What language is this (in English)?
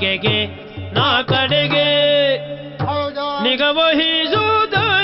Kannada